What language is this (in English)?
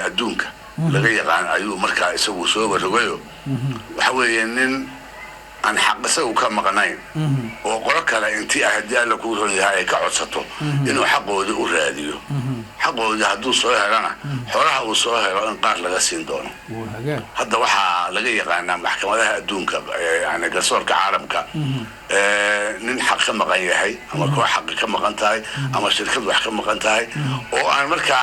Somali